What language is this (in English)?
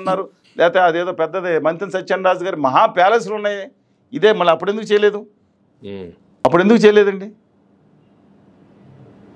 Telugu